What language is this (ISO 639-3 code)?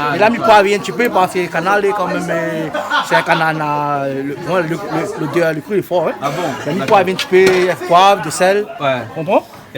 rcf